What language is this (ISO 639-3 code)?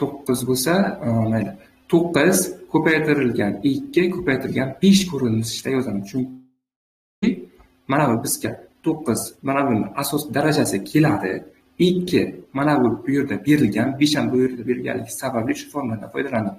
uzb